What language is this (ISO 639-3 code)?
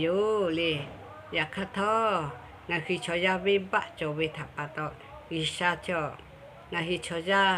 lhu